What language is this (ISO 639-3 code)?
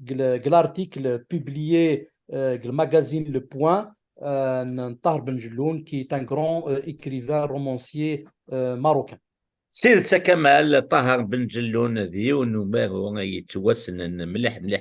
kab